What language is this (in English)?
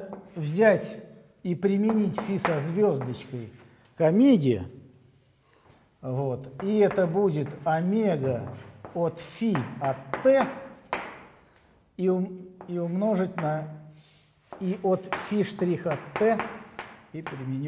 Russian